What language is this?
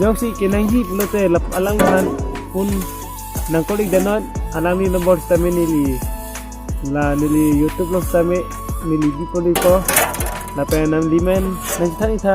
Karbi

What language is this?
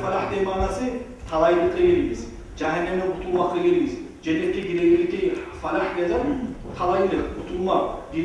Kumyk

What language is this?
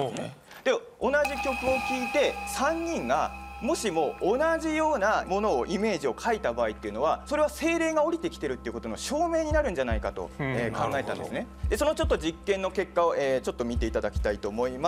Japanese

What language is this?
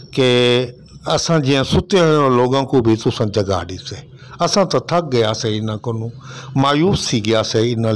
Saraiki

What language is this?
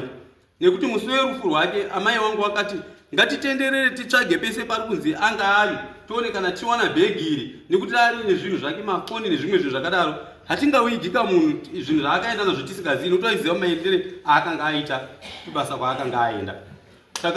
Shona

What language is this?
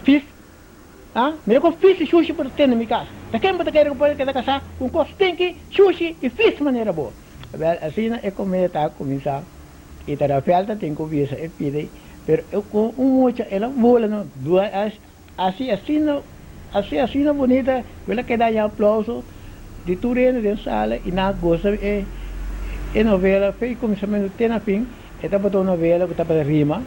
Papiamento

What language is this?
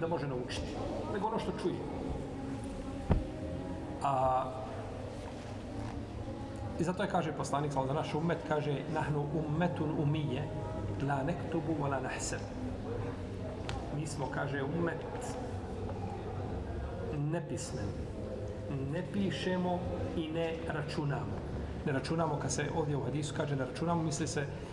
Bosnian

